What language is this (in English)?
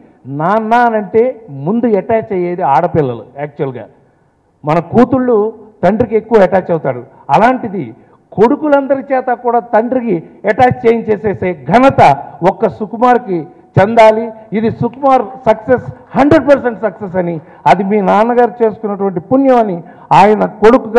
Telugu